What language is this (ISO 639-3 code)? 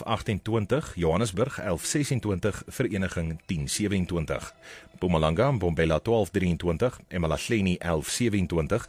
afr